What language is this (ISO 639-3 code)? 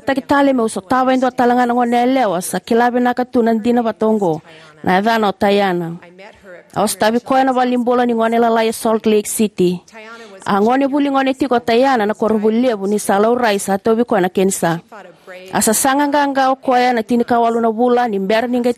fij